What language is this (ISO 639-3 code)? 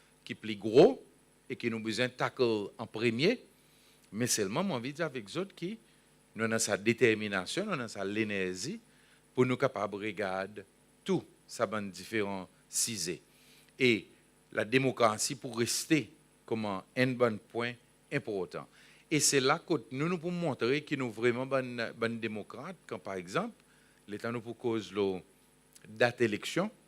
crs